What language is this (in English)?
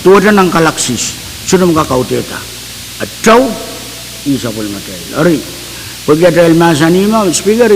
Pohnpeian